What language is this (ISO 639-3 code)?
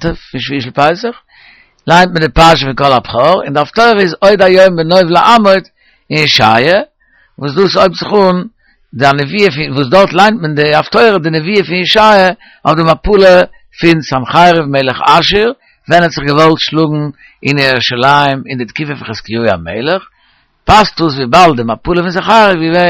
yid